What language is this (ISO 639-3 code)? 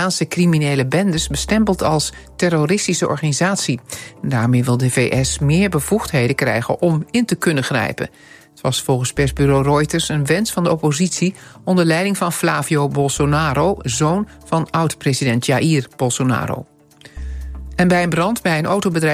nld